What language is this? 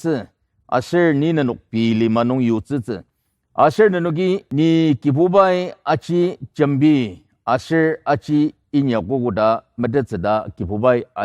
Ao Naga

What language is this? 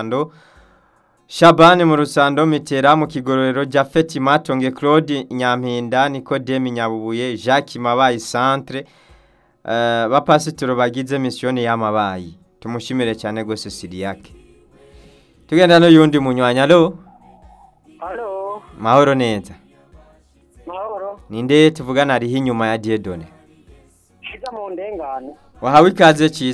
Rundi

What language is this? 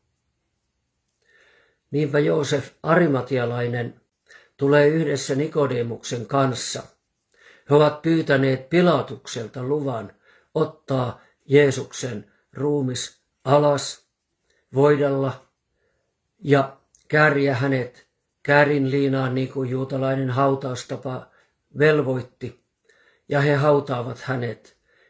Finnish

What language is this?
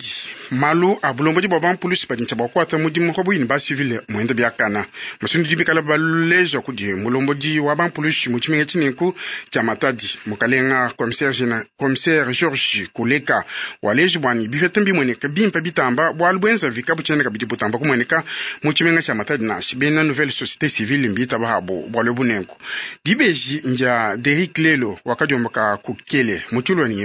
Luba-Lulua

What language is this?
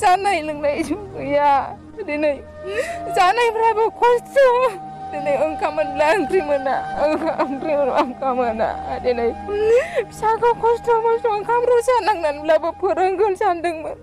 Bodo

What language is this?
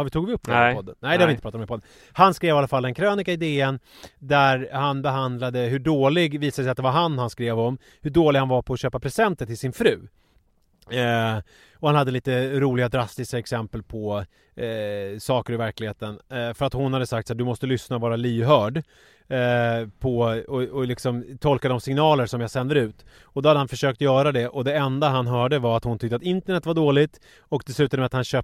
Swedish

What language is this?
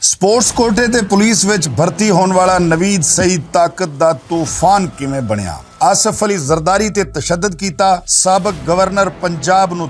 Western Panjabi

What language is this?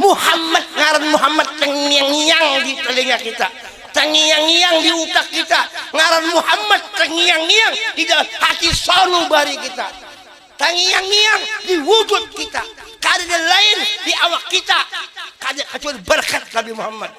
Banjar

